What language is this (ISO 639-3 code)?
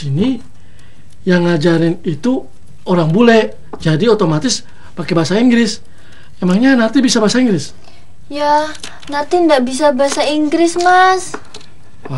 ind